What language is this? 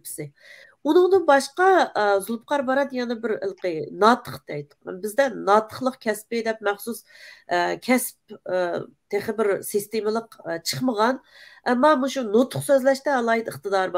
Uyghur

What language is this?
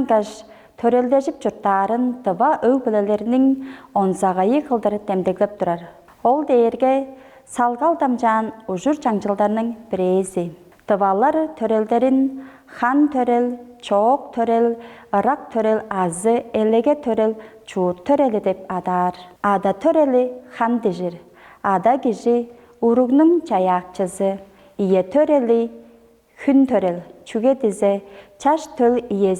Tuvinian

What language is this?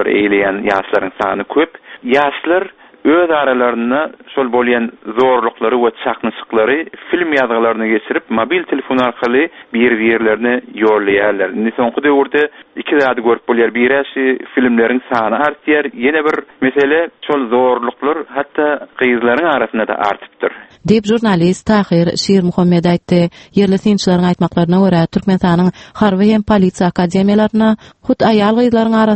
Turkmen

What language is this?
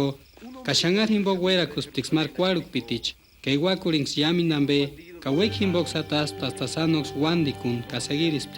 Purepecha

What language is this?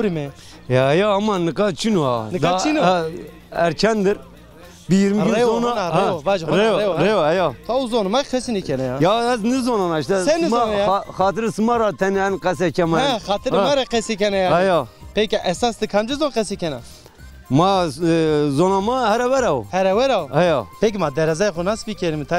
Zaza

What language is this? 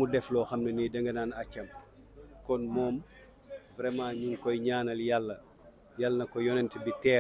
Wolof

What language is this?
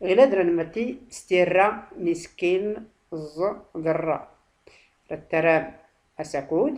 Tachelhit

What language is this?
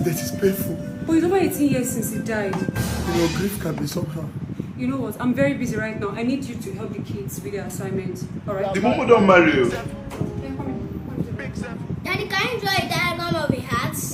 Nigerian Pidgin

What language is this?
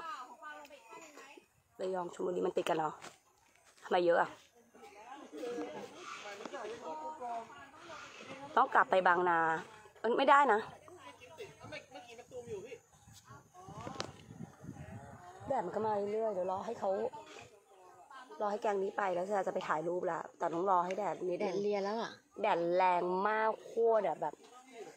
Thai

